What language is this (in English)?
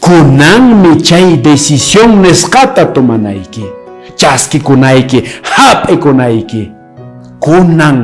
Quechua